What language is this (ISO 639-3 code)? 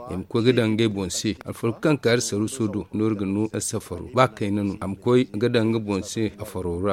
dje